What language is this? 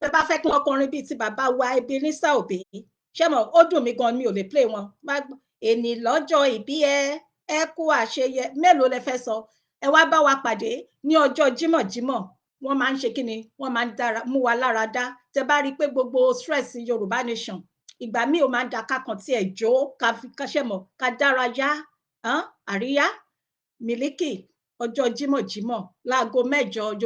Yoruba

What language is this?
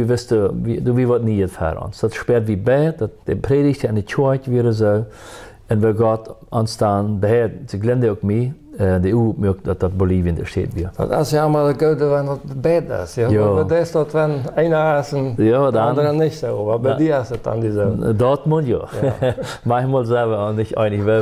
Plautdietsch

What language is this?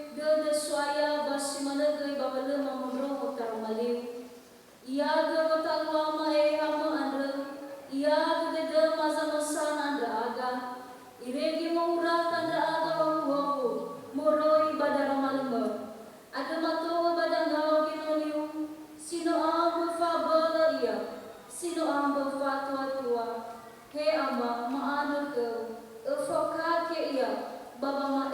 Nias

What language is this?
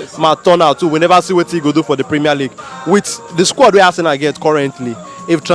Nigerian Pidgin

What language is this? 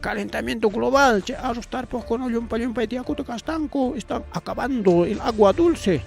Ayacucho Quechua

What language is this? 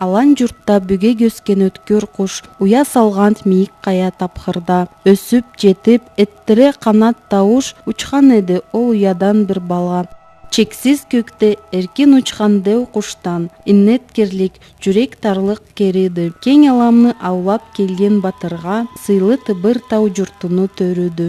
Karachay-Balkar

